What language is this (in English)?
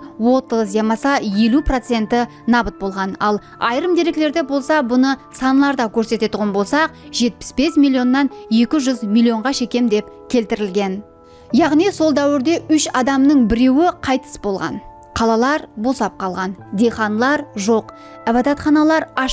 Kara-Kalpak